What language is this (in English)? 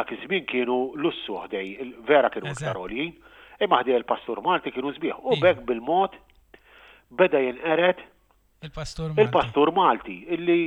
Maltese